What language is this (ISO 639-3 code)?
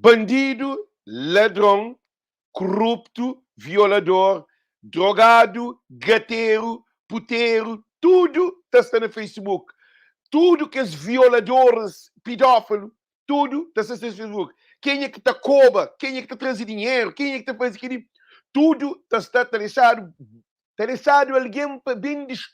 kea